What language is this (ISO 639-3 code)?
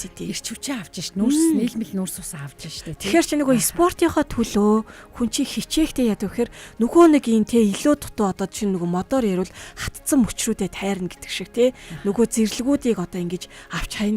mon